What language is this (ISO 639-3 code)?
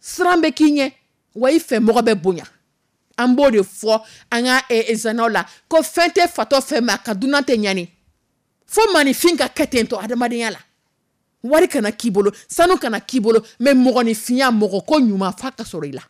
dyu